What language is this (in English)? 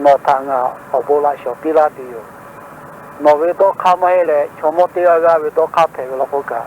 Lahu